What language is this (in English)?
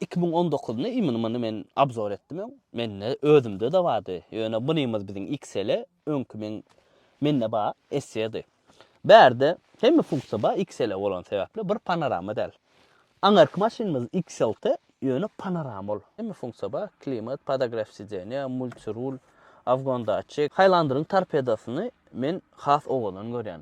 Turkmen